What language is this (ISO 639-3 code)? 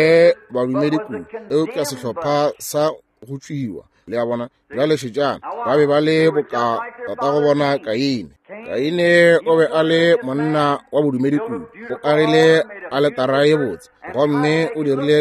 nso